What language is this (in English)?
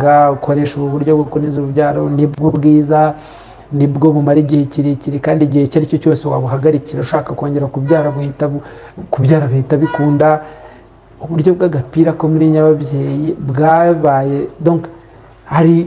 Kinyarwanda